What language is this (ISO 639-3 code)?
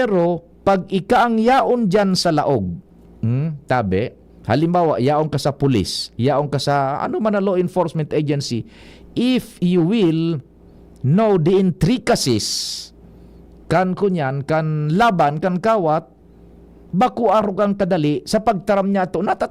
bik